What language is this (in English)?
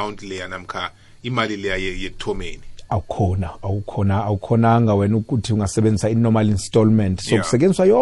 South Ndebele